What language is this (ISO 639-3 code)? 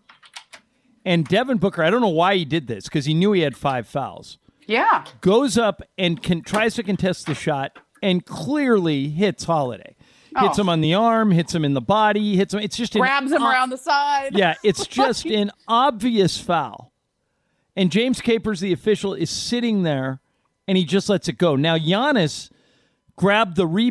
eng